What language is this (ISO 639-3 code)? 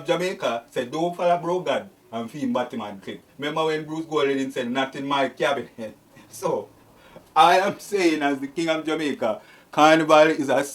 jam